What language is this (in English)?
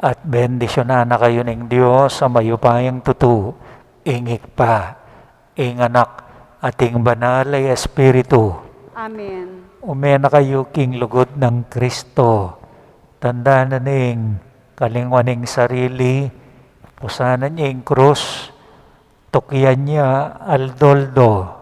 Pampanga